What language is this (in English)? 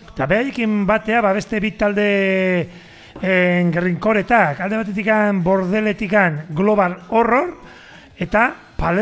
Basque